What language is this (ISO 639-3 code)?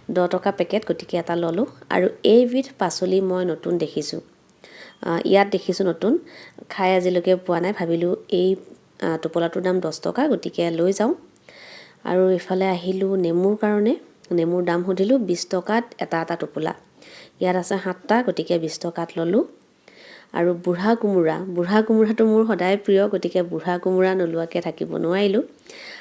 asm